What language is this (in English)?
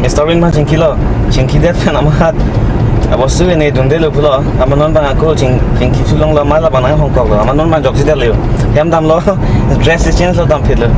Karbi